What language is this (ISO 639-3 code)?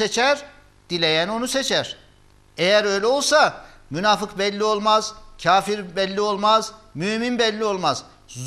tur